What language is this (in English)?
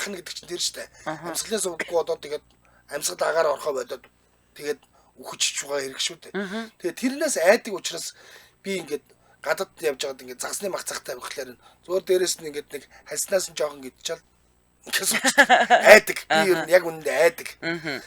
Mongolian